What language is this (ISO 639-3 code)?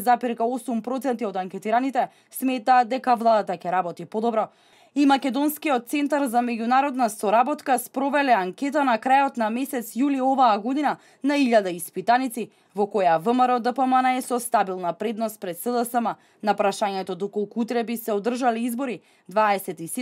mkd